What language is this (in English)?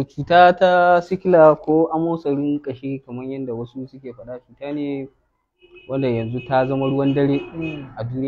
Hausa